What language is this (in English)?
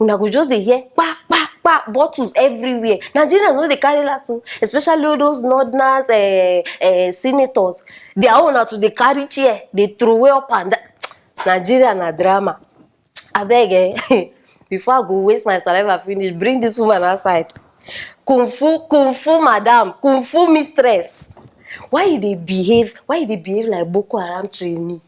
Nigerian Pidgin